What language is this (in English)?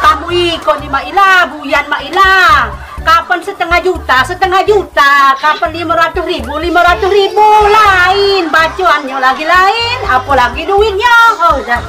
Musi